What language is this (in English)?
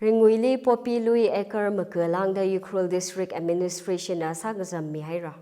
Tangkhul Naga (India)